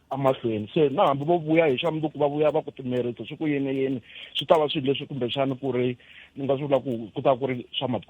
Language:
Tsonga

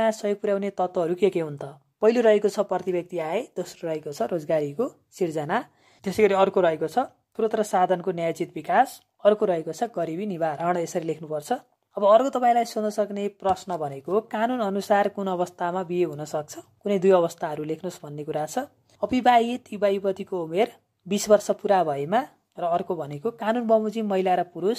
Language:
Nepali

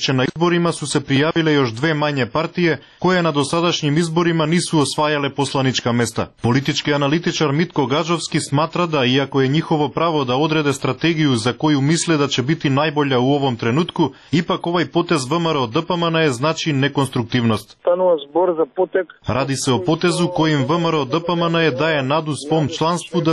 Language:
Serbian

